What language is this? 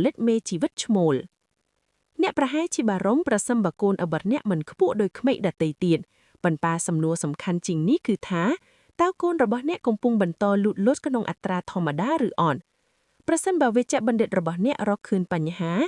Khmer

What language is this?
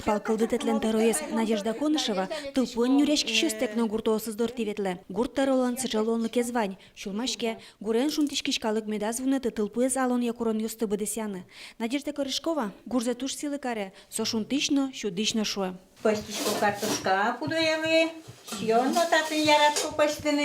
Udmurt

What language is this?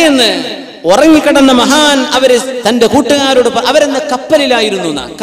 Malayalam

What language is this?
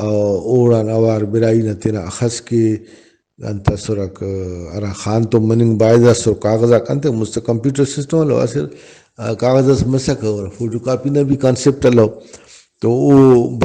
Brahui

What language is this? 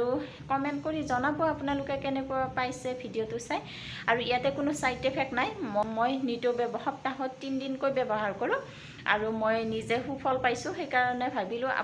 Assamese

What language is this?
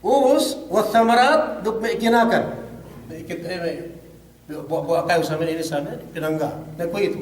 Yakan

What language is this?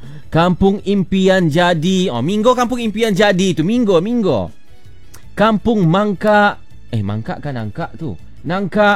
Malay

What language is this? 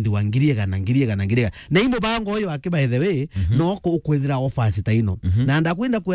Meru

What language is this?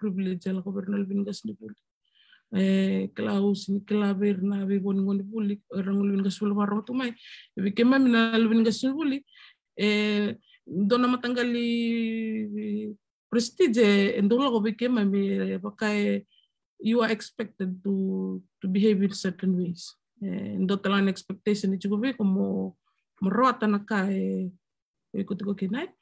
Fijian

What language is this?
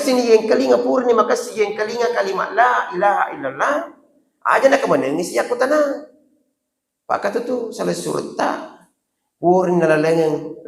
Buginese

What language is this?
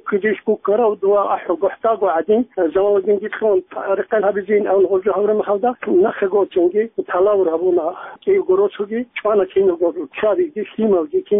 Avaric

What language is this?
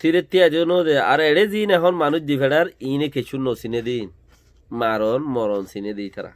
Rohingya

